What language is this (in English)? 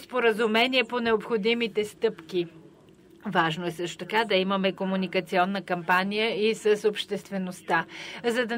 Bulgarian